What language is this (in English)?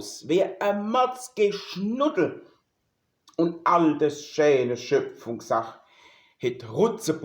Palatine German